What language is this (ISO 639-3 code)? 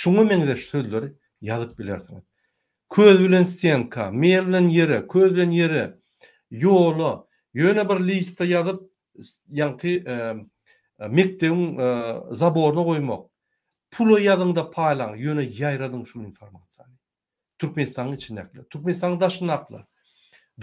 tuk